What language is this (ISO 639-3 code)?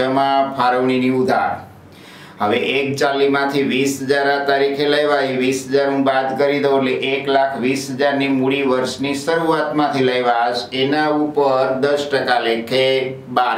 guj